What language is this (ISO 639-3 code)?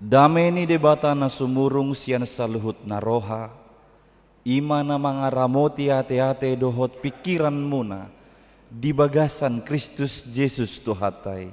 bbc